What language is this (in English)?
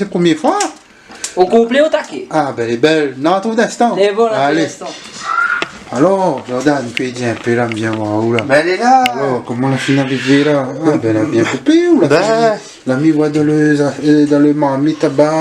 Réunion Creole French